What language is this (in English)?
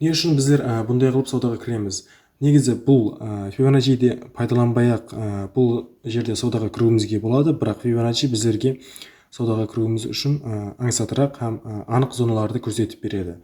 Kara-Kalpak